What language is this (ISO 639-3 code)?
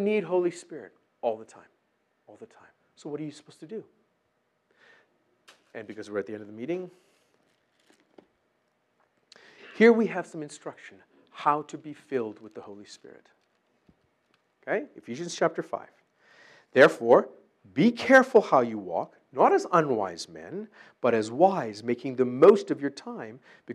eng